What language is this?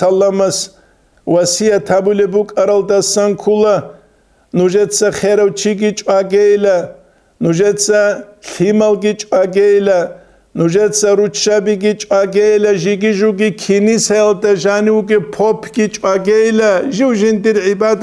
Avaric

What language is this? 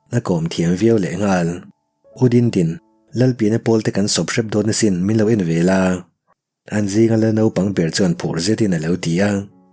Mizo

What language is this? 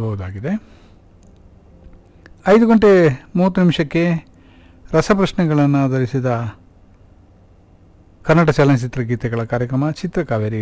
Kannada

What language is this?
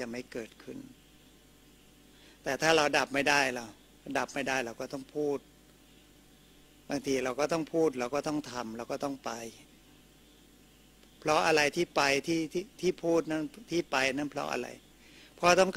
Thai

